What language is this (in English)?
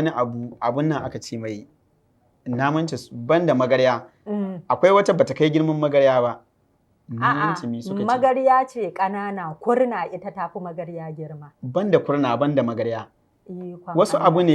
Hausa